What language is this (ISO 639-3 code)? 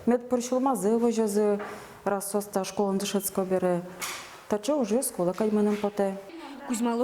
udm